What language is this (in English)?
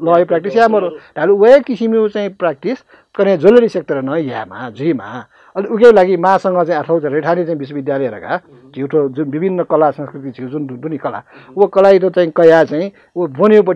Newari